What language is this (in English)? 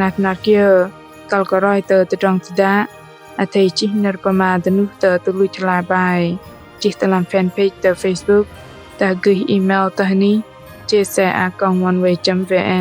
Bahnar